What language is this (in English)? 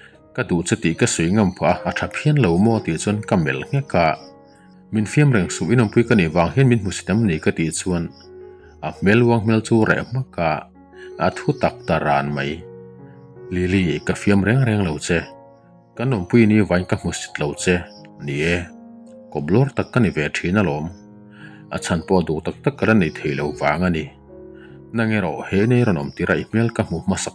Mizo